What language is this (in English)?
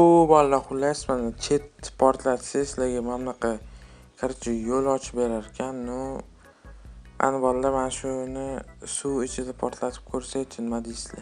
Uzbek